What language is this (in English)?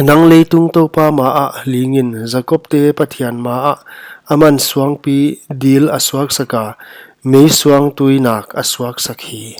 Paite Chin